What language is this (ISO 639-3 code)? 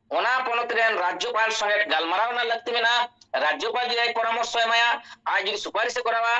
sat